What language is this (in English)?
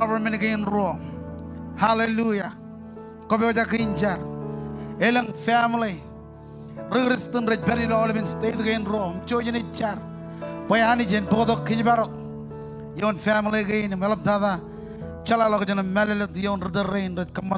Marshallese